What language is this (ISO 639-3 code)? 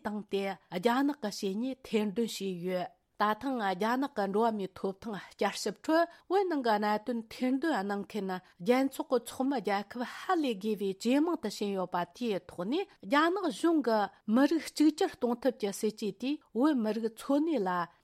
bod